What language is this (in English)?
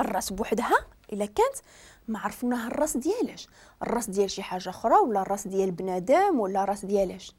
Moroccan Arabic